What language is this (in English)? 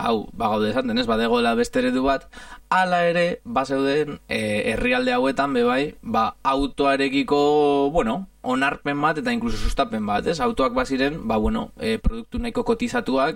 Basque